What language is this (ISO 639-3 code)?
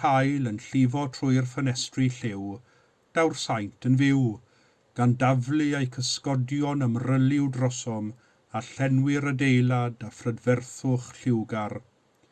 cym